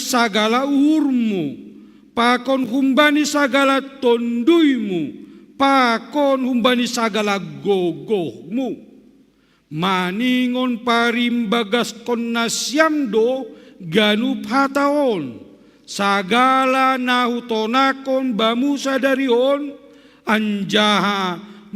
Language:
Batak Simalungun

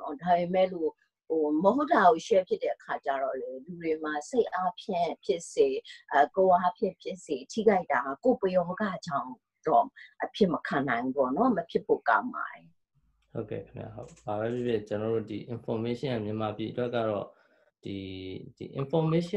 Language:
Burmese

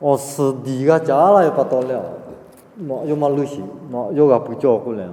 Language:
Lahu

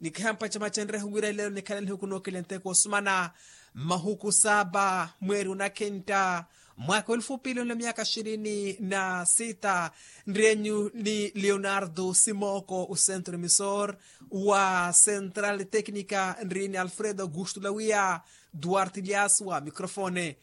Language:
Makhuwa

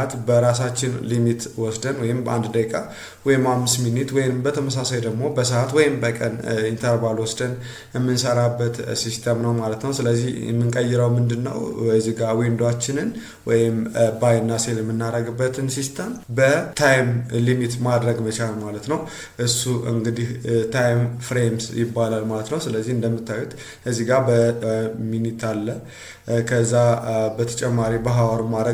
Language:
Amharic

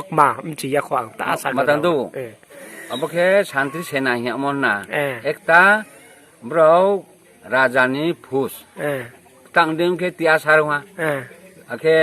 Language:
Riang (India)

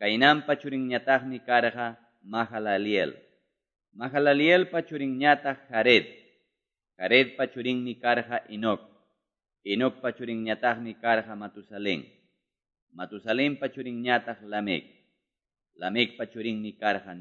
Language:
Quechua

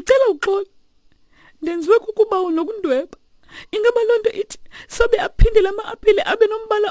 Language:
Xhosa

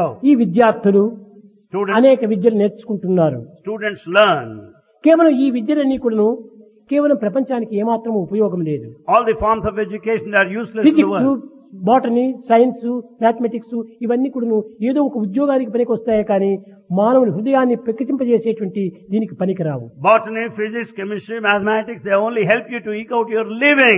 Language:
Telugu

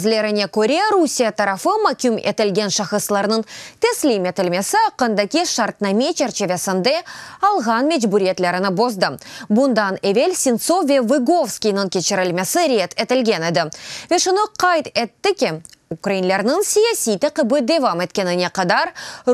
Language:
Crimean Tatar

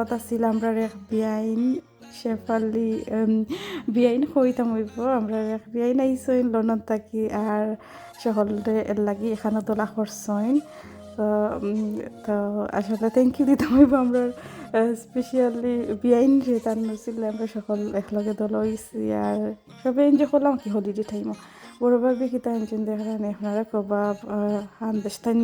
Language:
Sylheti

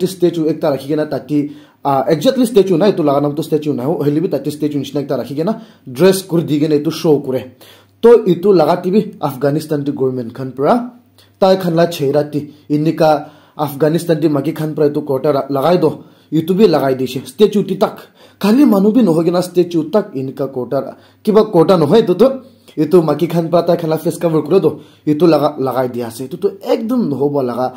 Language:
Naga Pidgin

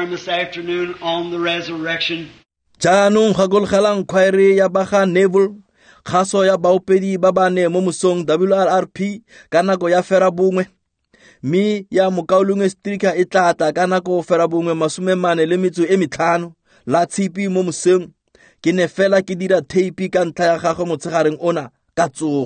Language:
Tswana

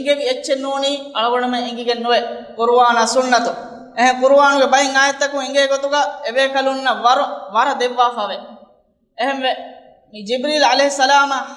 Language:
Divehi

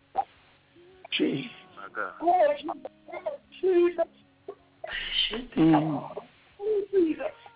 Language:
English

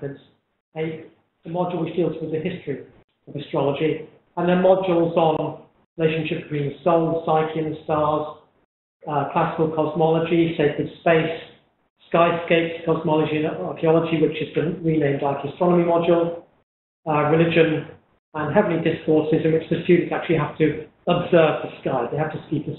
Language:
English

